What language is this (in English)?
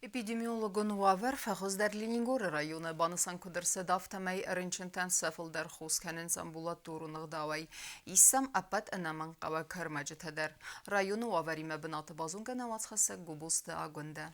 Ossetic